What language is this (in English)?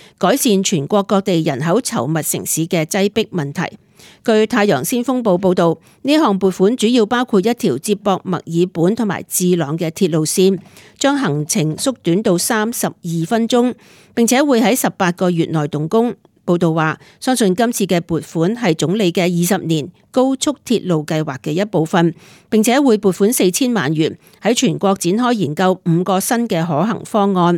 Cantonese